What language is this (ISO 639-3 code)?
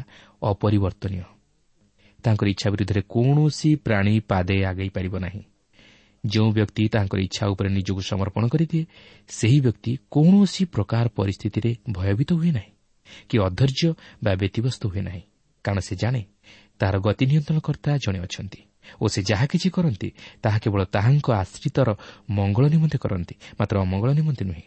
ori